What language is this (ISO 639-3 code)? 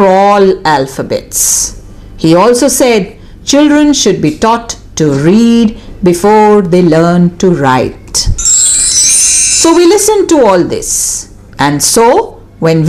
eng